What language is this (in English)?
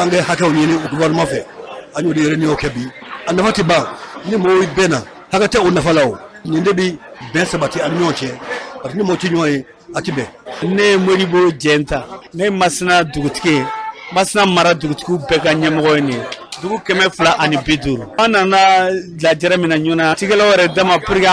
Bambara